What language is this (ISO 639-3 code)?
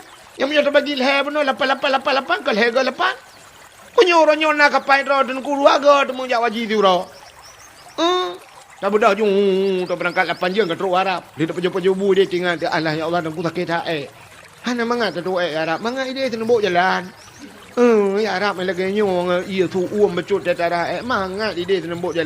ace